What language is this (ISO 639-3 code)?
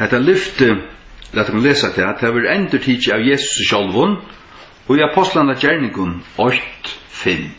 fao